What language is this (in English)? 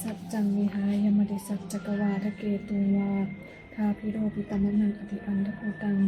Pali